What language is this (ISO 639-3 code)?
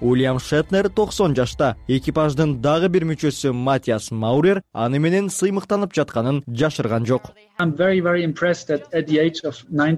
kir